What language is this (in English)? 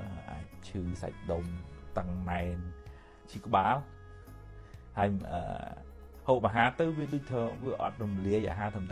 Khmer